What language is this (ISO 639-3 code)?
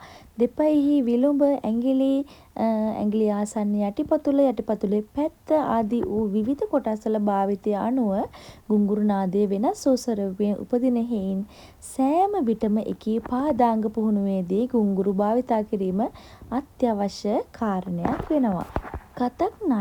sin